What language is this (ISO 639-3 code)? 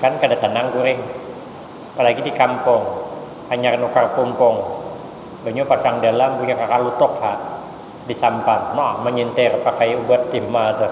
bjn